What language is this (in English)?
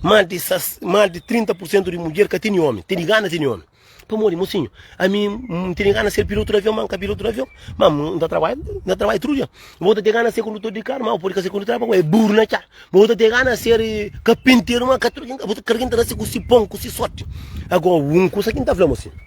Kabuverdianu